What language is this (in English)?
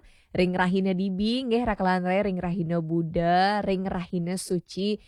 Balinese